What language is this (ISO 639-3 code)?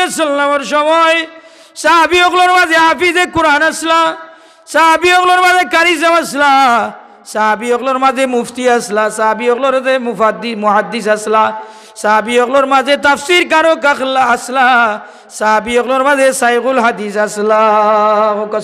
syl